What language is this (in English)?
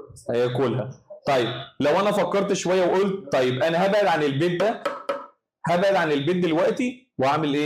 Egyptian Arabic